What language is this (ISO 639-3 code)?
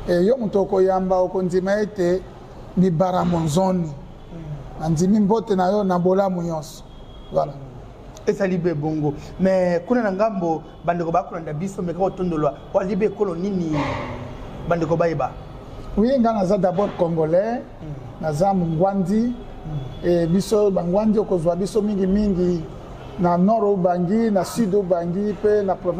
lin